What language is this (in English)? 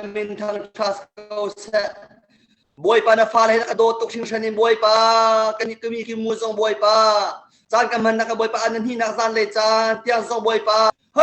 Hakha Chin